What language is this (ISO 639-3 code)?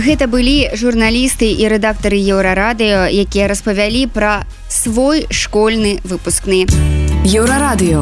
bel